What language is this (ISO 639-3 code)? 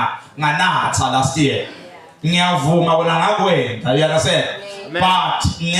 zul